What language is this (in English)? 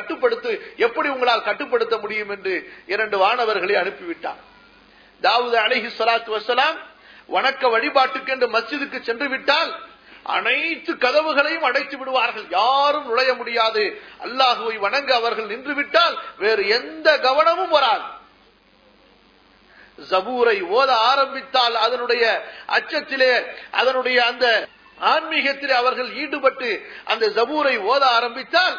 Tamil